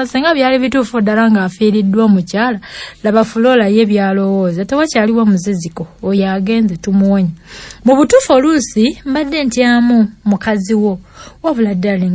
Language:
Ganda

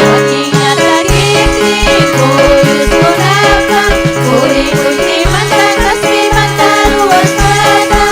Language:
Ayacucho Quechua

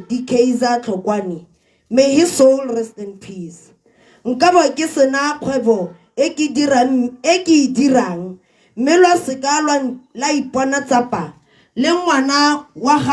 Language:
Tswana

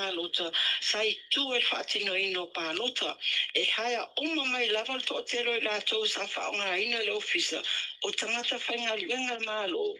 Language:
Samoan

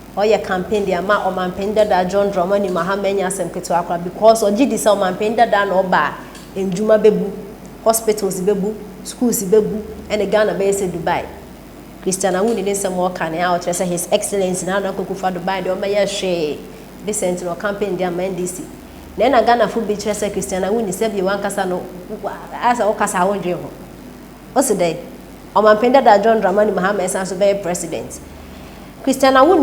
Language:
Akan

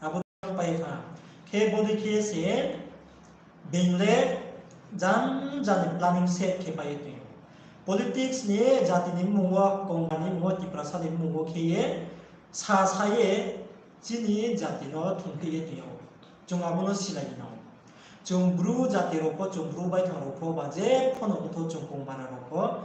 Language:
Riang (India)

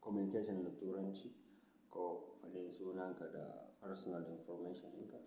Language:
Hausa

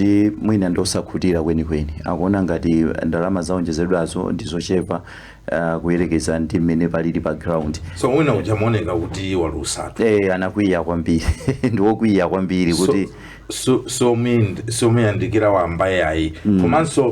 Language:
Nyanja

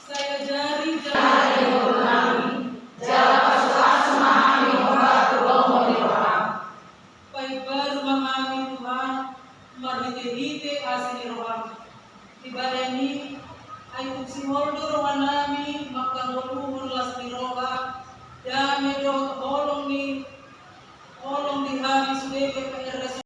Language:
Batak Toba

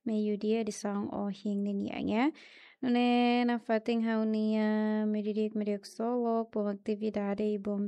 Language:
Tetum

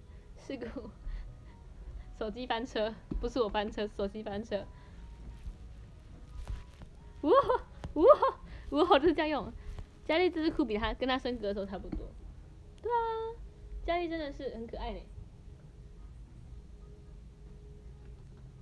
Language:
Chinese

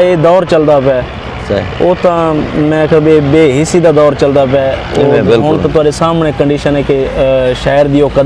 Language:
Saraiki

